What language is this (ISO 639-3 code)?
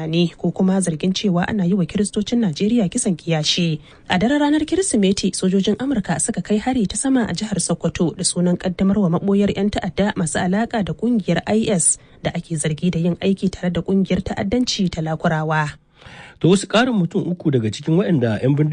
hau